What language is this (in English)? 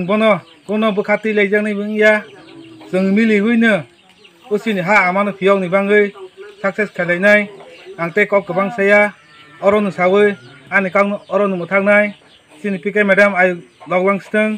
Kok Borok